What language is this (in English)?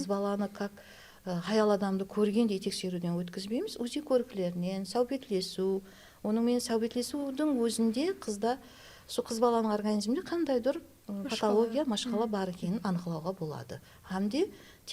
Kara-Kalpak